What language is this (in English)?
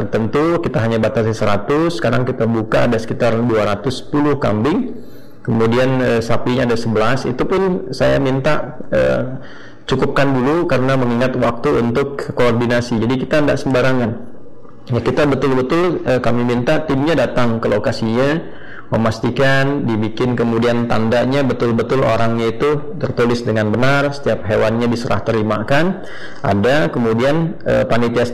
Indonesian